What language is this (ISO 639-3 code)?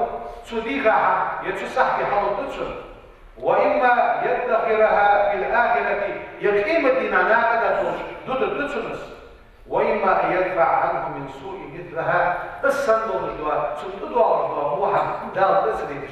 inh